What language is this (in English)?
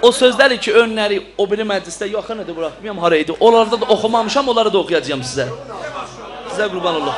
South Azerbaijani